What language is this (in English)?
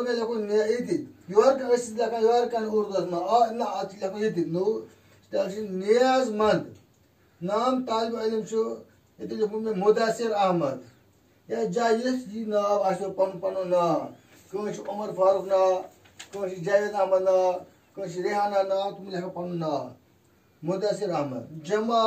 Kashmiri